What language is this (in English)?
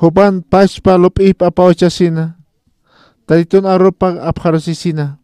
Aymara